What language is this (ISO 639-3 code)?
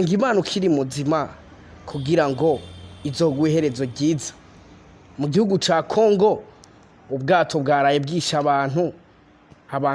run